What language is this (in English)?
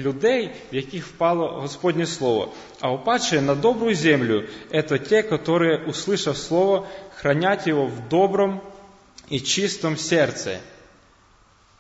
Ukrainian